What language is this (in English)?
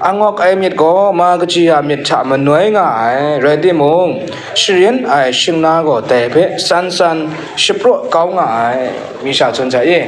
Kachin